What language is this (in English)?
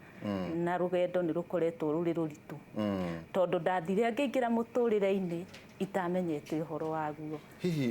Kikuyu